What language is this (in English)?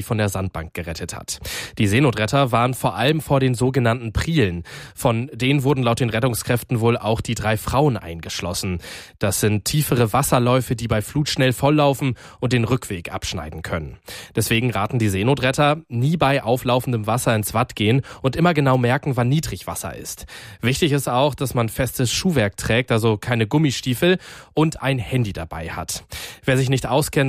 German